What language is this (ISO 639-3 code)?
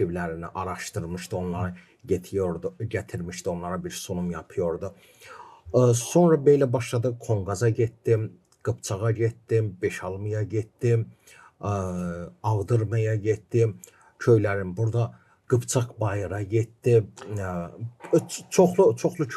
gag